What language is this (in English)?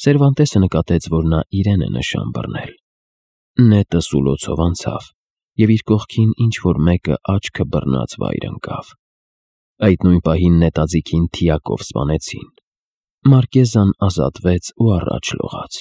Armenian